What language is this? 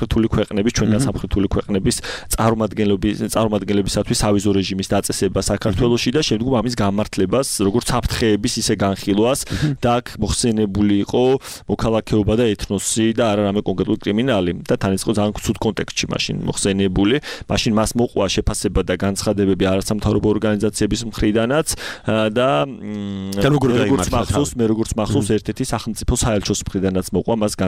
Georgian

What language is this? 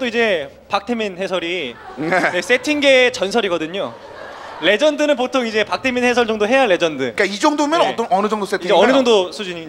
Korean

